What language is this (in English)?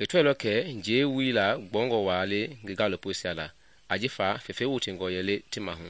Mende